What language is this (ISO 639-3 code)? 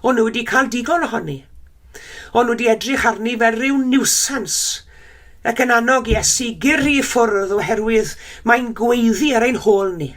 cym